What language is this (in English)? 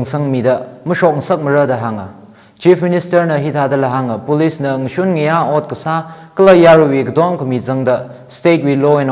Tangkhul Naga (India)